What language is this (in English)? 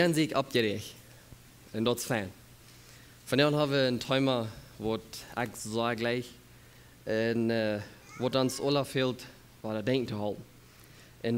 Plautdietsch